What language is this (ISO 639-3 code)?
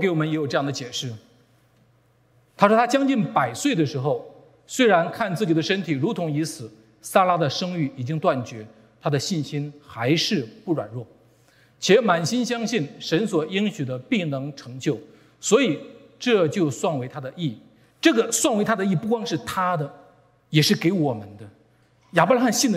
zho